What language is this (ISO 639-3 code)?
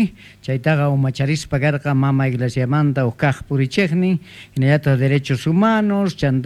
quh